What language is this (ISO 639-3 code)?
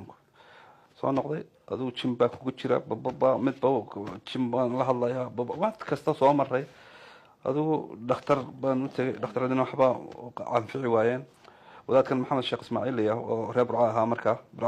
som